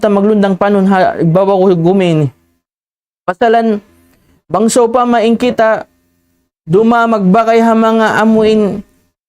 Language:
Tausug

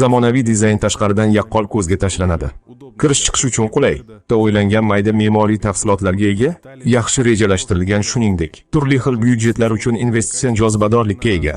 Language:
Uzbek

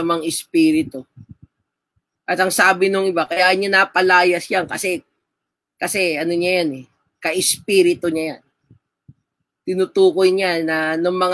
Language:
Filipino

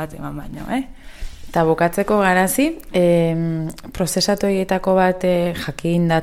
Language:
Basque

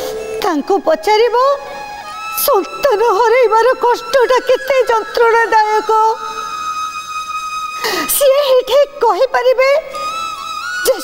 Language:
Odia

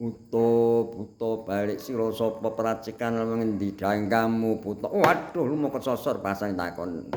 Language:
Javanese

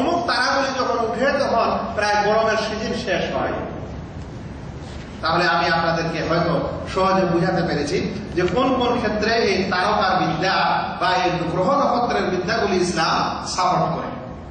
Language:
Bangla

